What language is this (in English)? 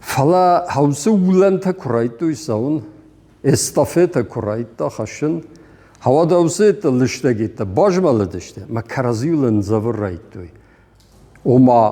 Ossetic